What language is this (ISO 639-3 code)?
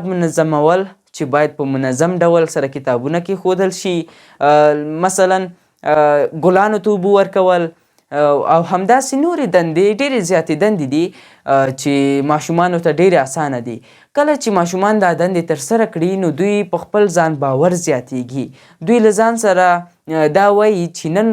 pus